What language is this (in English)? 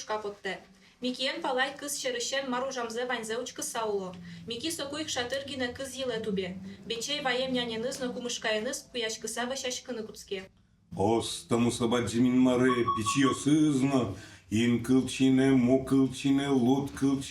Udmurt